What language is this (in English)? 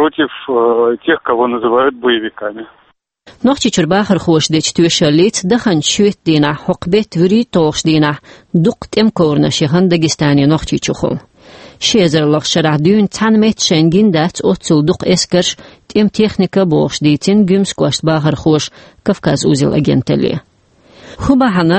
Chechen